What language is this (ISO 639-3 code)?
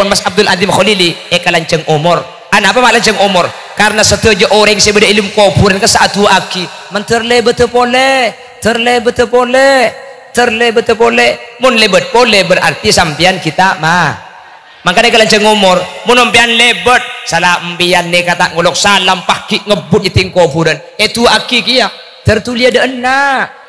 mad